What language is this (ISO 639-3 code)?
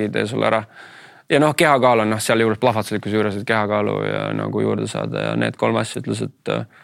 est